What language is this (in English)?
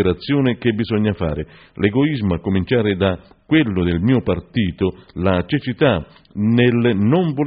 Italian